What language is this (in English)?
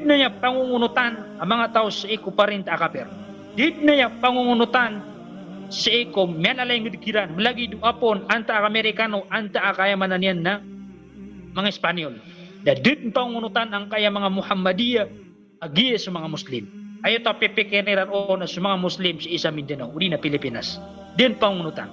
Maranao